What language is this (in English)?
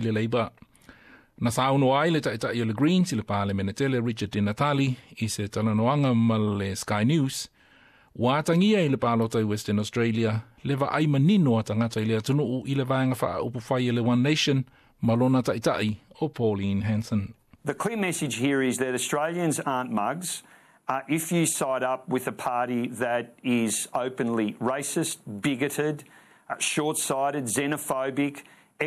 Samoan